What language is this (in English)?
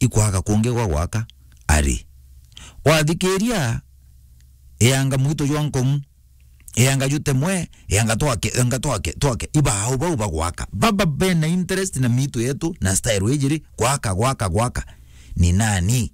Meru